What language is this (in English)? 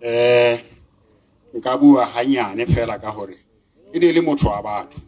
Southern Sotho